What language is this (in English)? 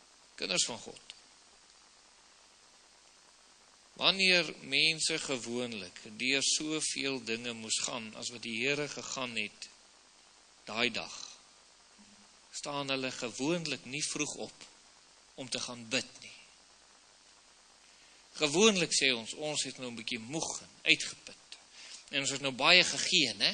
Afrikaans